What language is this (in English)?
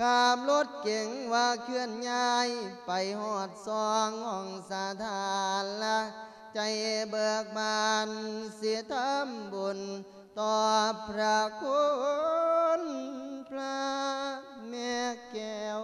Lao